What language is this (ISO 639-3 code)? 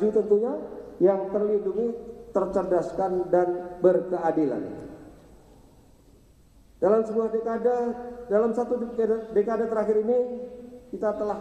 ind